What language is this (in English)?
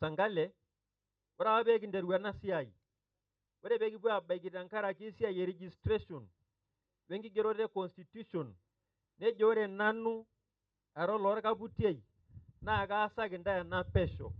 Masai